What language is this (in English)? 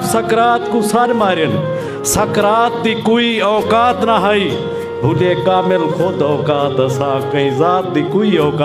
Saraiki